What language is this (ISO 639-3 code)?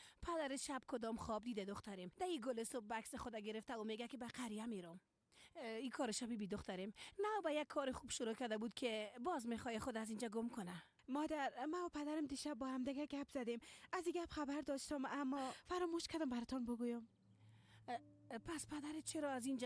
fas